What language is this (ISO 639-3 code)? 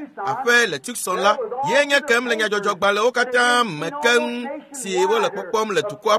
ewe